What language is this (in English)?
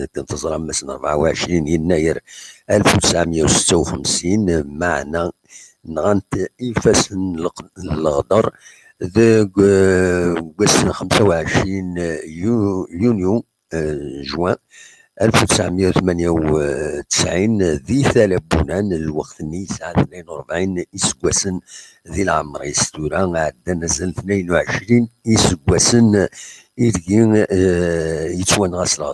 Kabyle